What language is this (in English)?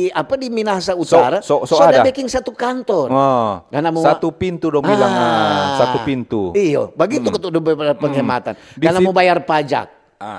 Manado Malay